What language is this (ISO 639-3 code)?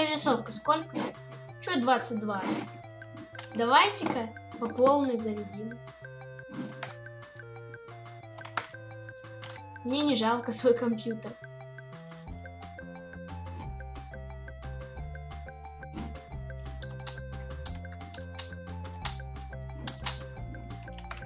rus